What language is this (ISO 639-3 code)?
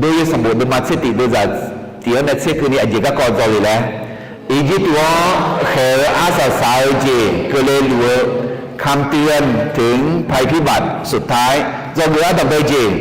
ahk